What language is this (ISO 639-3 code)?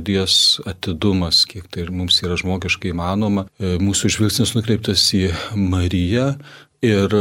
lit